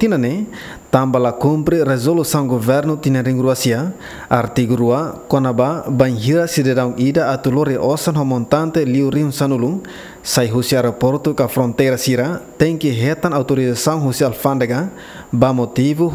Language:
Tetum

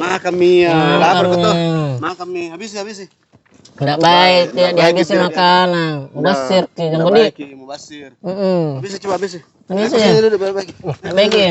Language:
Makassar Malay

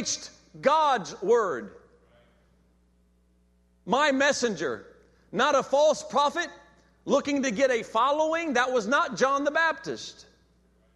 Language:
English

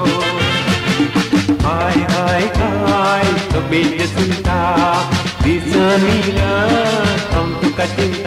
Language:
Konkani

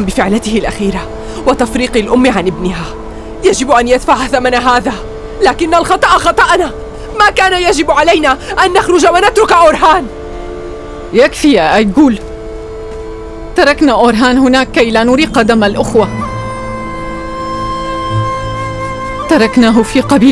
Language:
Arabic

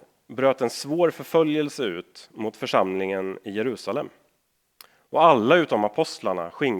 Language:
Swedish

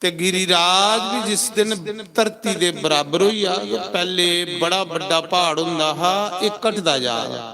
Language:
Dogri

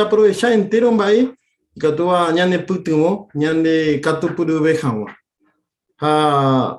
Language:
Guarani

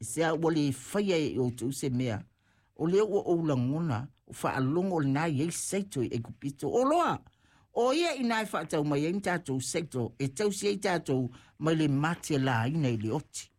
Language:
Samoan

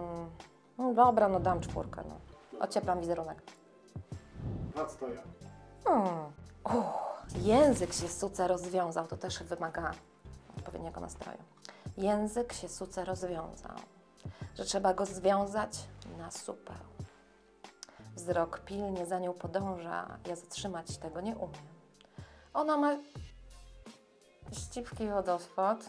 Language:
Polish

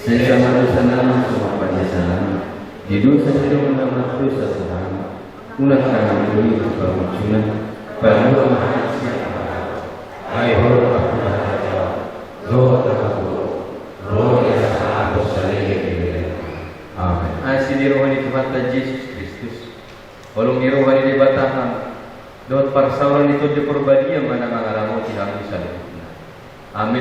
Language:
Batak Toba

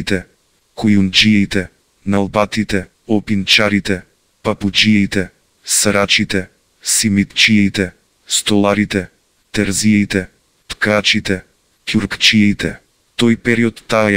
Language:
Macedonian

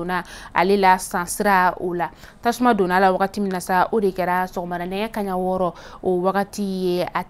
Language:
Bambara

